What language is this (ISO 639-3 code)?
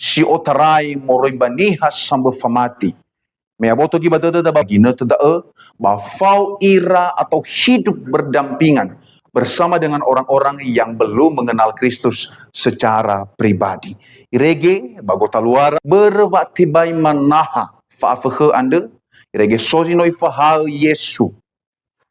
nia